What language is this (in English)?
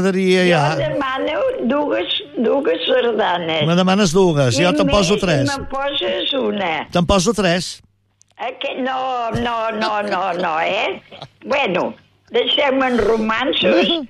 Catalan